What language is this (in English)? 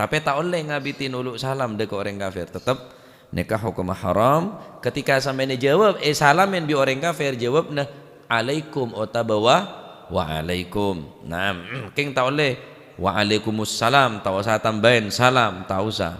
Madurese